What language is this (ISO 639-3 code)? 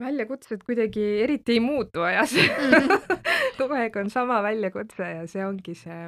est